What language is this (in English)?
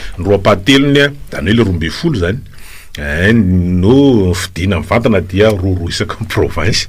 Malagasy